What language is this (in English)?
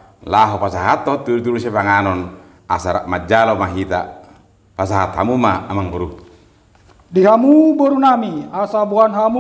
Batak Toba